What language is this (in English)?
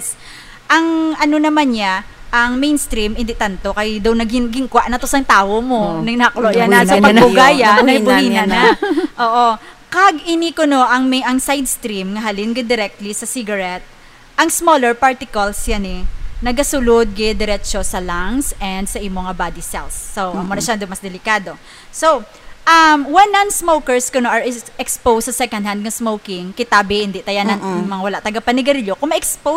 Hiligaynon